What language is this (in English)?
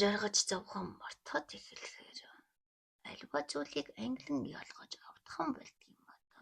Mongolian